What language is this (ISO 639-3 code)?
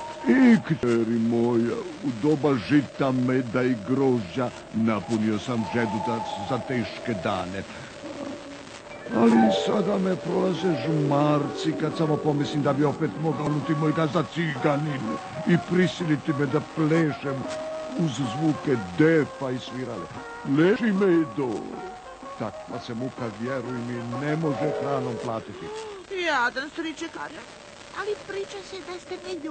hrv